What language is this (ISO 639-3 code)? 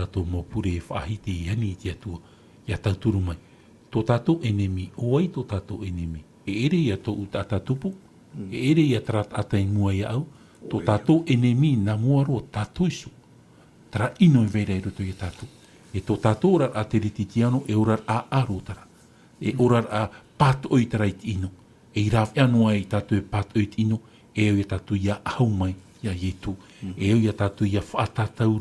tah